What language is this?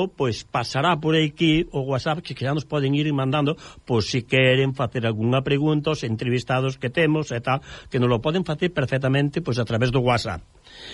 Galician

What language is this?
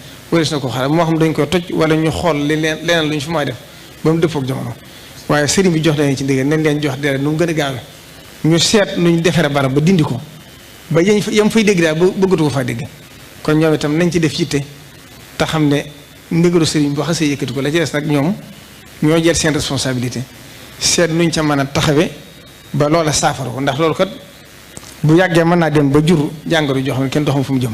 Wolof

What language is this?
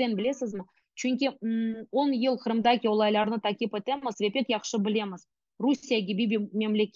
Crimean Tatar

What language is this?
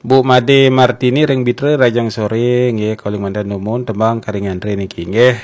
Balinese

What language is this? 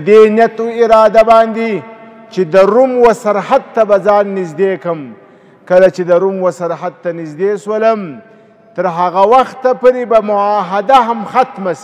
Pashto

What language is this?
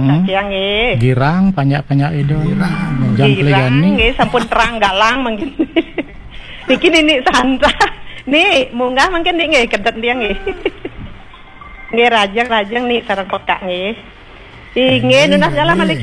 Balinese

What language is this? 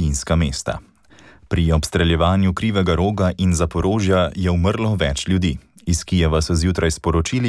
Slovenian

